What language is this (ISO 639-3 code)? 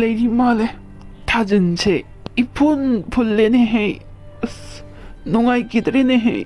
mni